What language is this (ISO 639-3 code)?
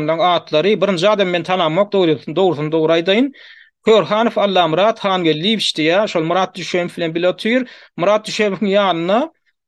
tuk